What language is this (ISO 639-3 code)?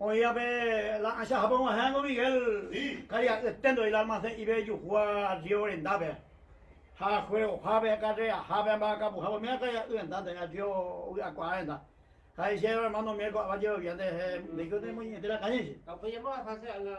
grn